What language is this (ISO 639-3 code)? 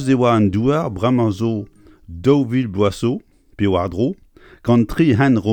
bre